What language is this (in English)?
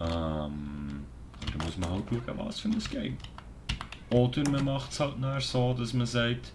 Swiss German